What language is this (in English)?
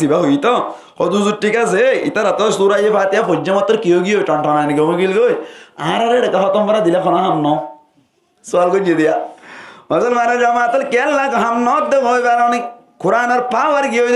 Rohingya